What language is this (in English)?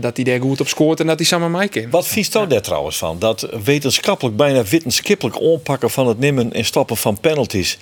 Western Frisian